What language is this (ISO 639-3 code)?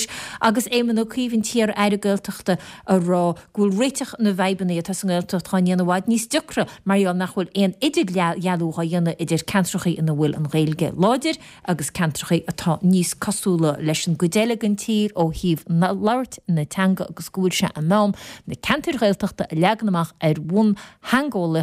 gle